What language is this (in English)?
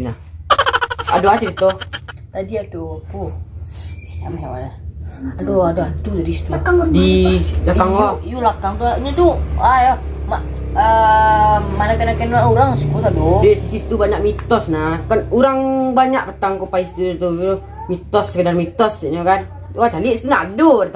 Minangkabau